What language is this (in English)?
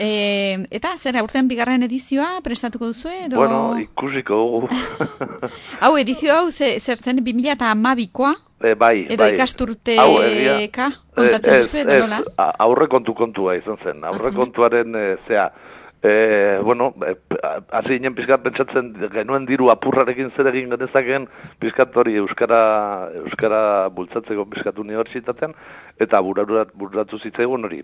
Basque